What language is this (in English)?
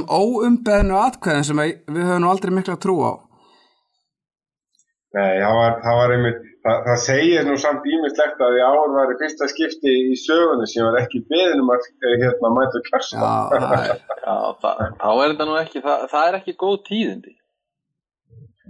Icelandic